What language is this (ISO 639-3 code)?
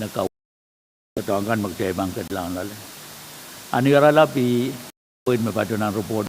pon